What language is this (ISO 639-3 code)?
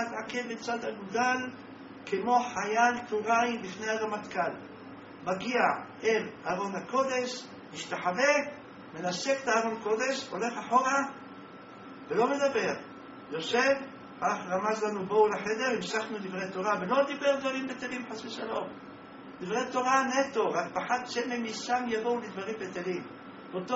heb